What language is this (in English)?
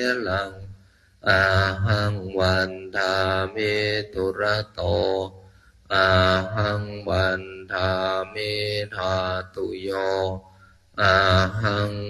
Pali